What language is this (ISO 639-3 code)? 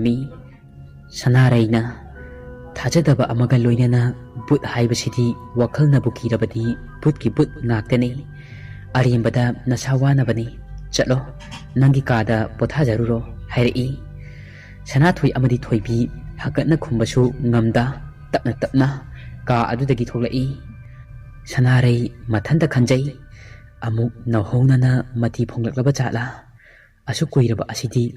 mni